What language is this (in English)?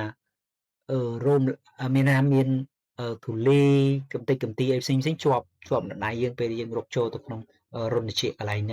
Khmer